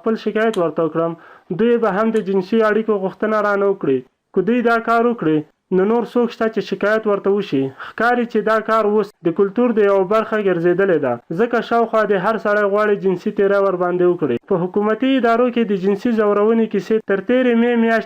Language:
Pashto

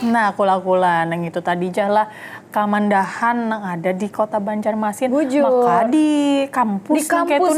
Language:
Banjar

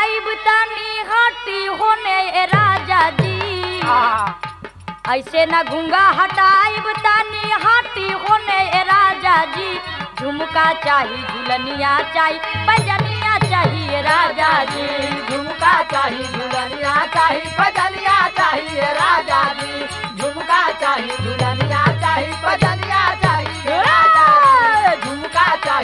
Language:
Bhojpuri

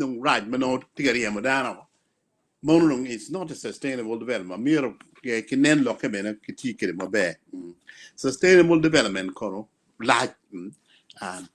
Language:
Acoli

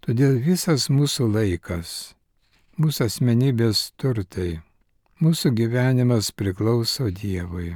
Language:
Lithuanian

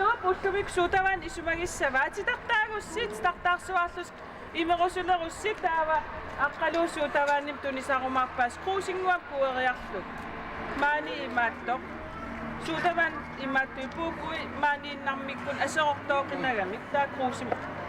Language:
Kalaallisut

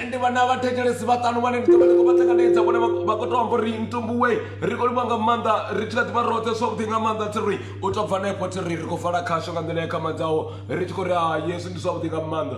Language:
Venda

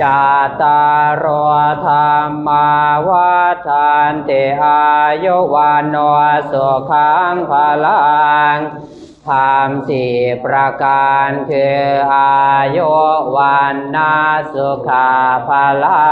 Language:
Pali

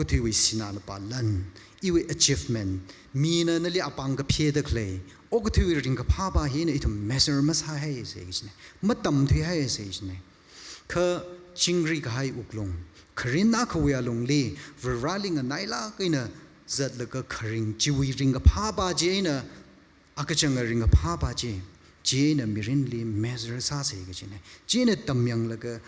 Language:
Tangkhul Naga (India)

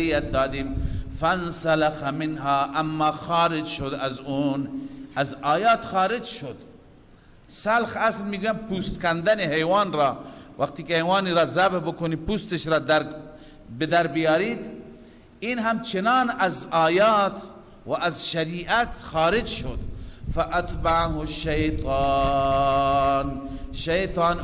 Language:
Persian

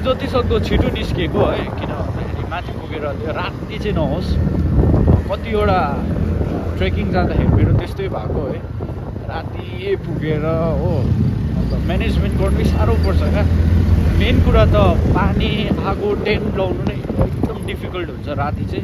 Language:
Nepali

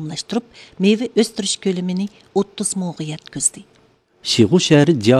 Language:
Uyghur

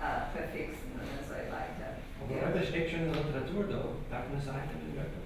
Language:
Yiddish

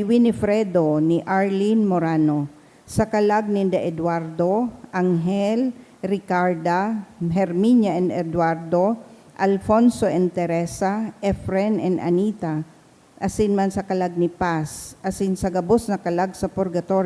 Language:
Bikol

